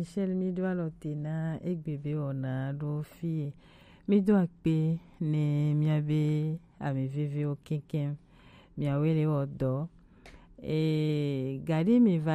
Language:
Gen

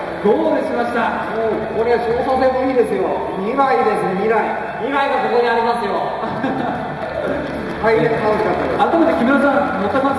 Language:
Japanese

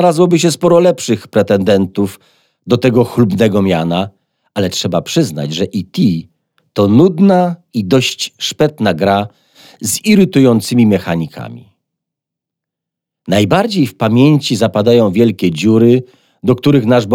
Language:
Polish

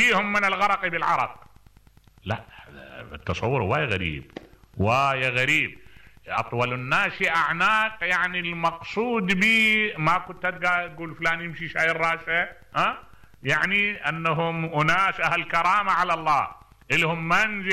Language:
Mesopotamian Arabic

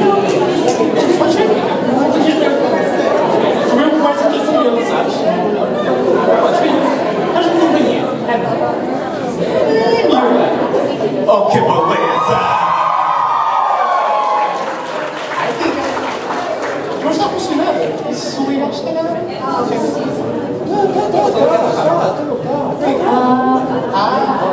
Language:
Portuguese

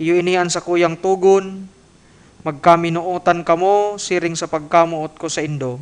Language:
Bikol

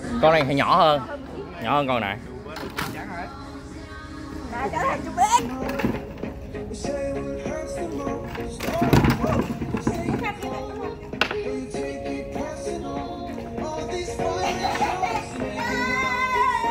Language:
Vietnamese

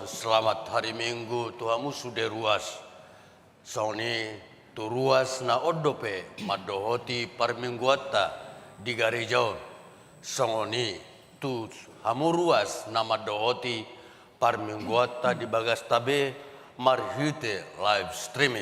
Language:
Batak Toba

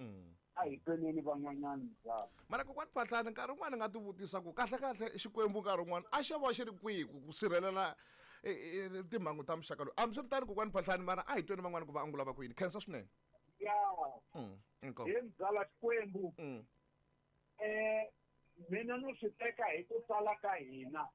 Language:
Tsonga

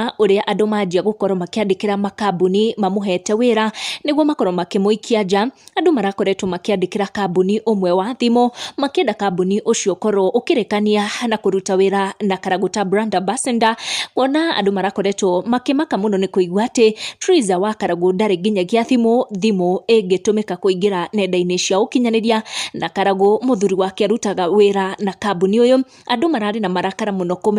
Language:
Kikuyu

